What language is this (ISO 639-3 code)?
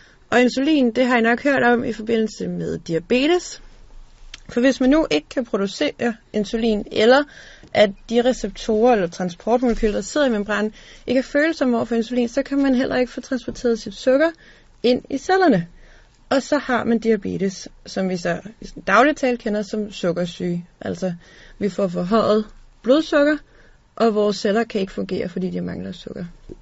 dan